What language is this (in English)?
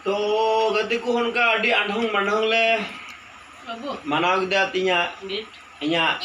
Santali